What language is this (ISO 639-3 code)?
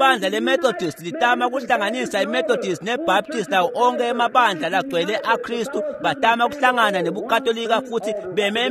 ssw